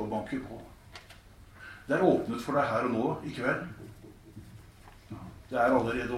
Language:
Norwegian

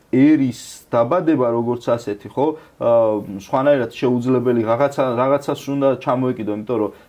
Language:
Georgian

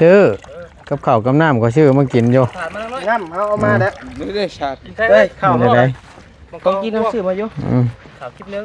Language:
Northeastern Thai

